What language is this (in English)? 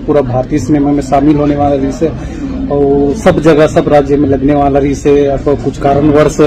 Chhattisgarhi